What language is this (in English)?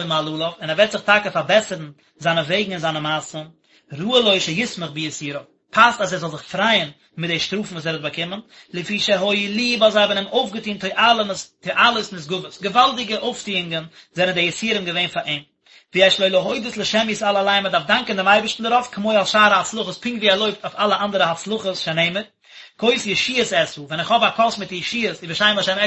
Yiddish